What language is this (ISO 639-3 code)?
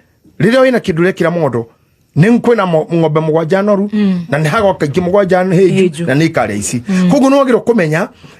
kik